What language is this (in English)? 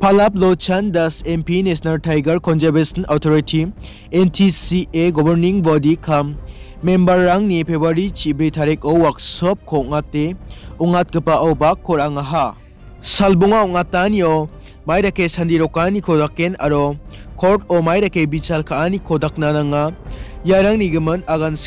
Garo